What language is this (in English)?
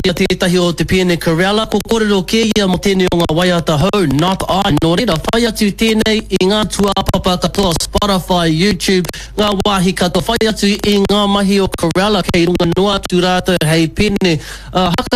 Māori